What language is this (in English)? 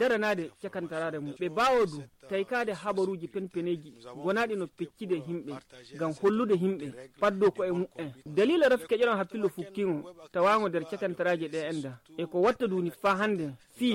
Nigerian Fulfulde